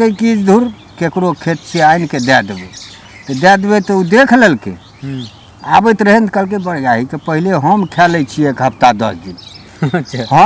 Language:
Maithili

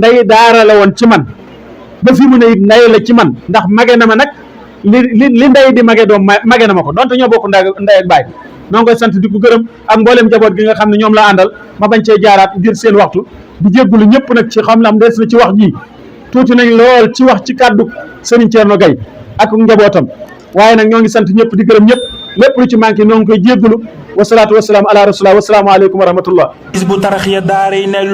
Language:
Wolof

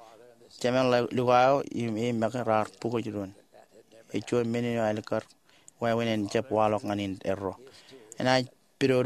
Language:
Marshallese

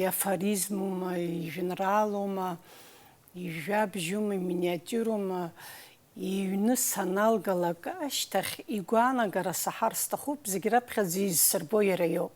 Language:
Abkhazian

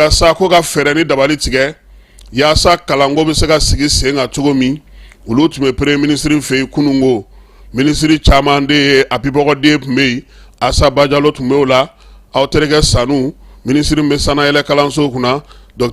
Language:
Bambara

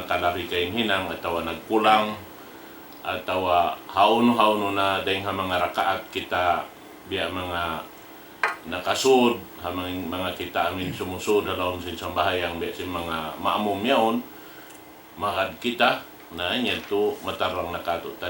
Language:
Tausug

